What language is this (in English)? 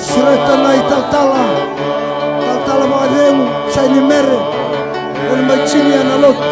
Fijian